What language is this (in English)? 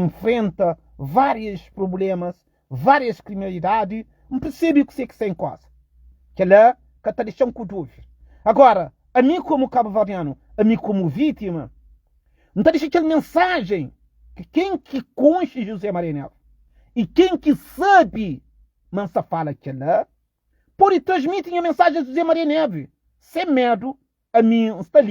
Kabuverdianu